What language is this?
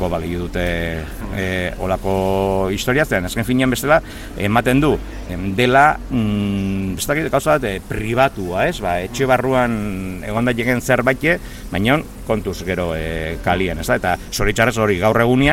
Basque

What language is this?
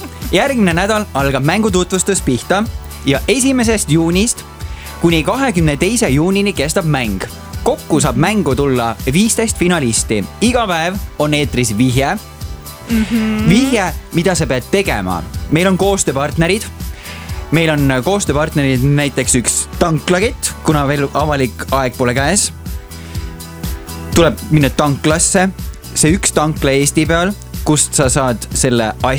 Estonian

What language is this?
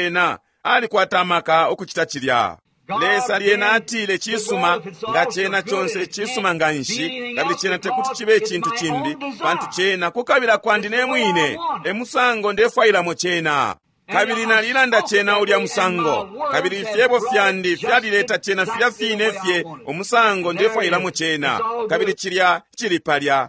Bemba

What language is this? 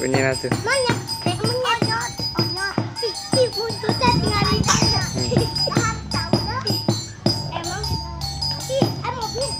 Betawi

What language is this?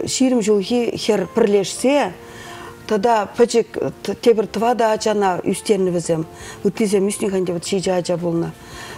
Chuvash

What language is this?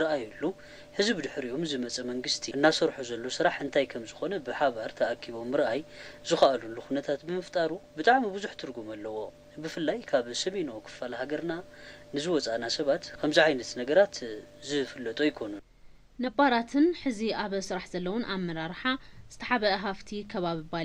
Tigrinya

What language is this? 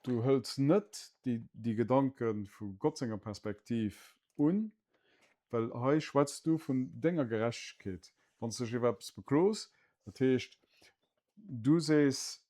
Luxembourgish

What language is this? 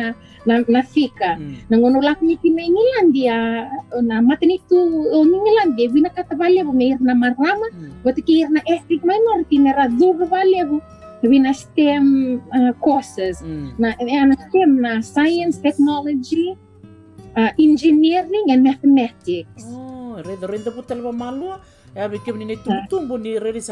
Fijian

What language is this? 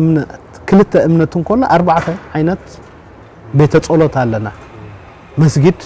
Tigrinya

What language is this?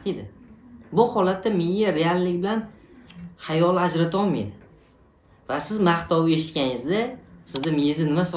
Uzbek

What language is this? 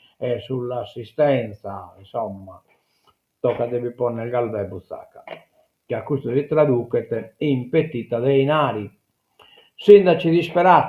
Sardinian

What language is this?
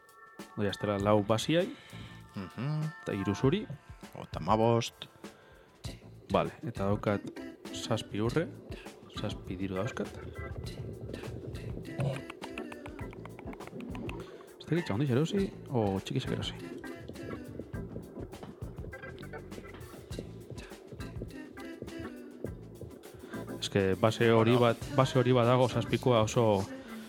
Basque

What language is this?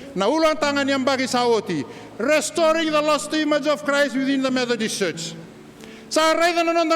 Fijian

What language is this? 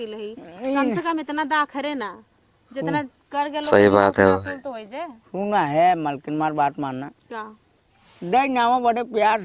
Awadhi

